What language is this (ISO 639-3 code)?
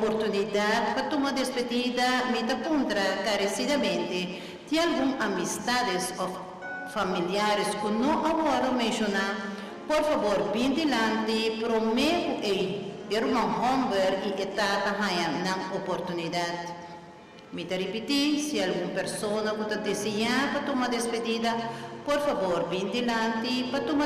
pap